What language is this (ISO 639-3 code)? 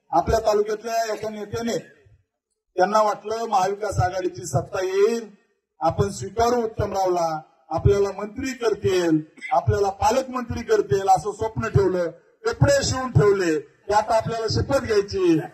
mar